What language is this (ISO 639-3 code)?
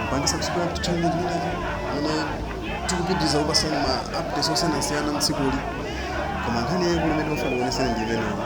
nya